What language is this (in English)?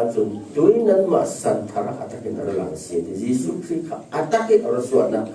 Falam Chin